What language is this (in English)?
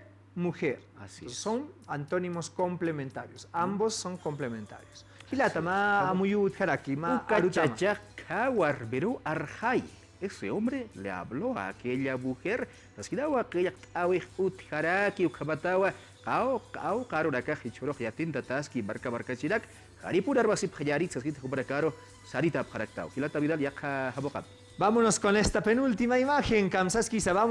Aymara